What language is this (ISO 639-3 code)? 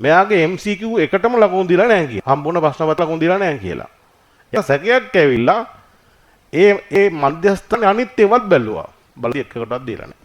sin